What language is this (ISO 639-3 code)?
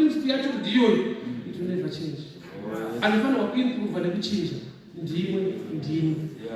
sna